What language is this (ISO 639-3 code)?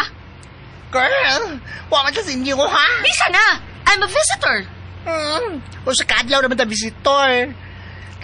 ceb